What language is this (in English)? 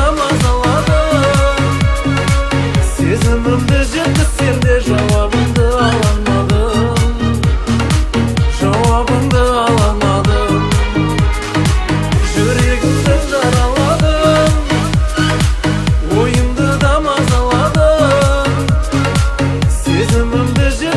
Kazakh